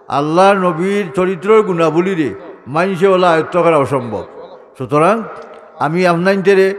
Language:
Sylheti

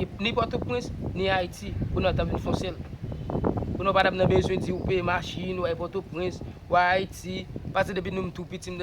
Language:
Haitian Creole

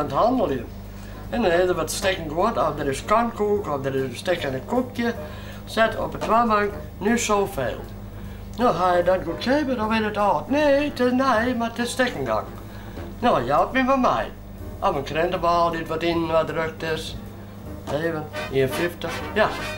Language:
Western Frisian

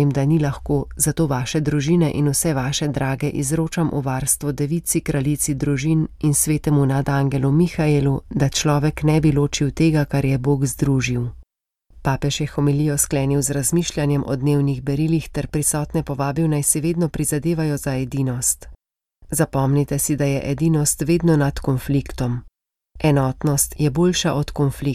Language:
Slovenian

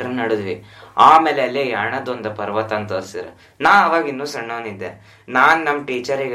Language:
Kannada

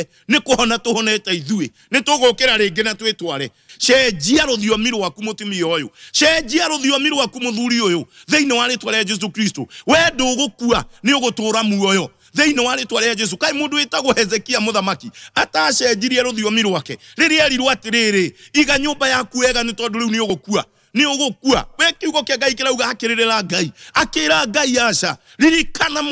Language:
Kikuyu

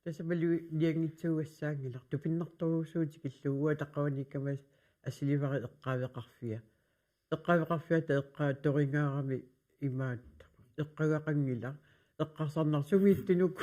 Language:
Kalaallisut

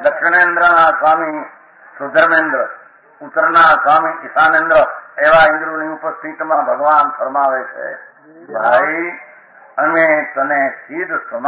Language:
Gujarati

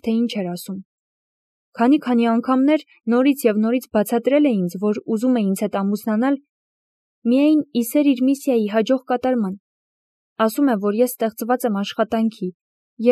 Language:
Armenian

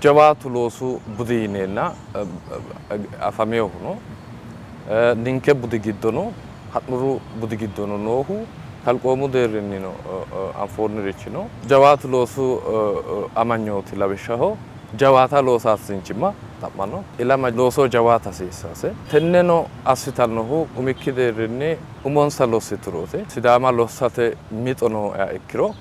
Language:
Sidamo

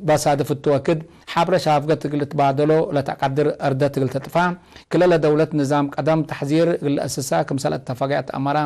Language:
Tigre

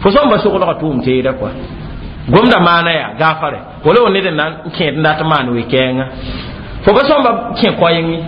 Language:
Mossi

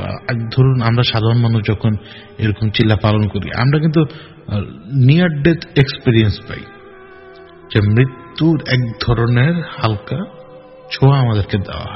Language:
Bangla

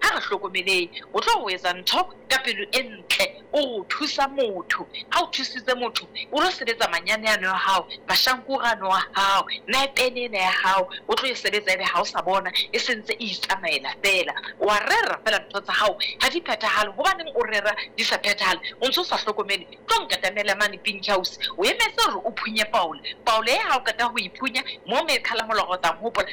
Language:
Southern Sotho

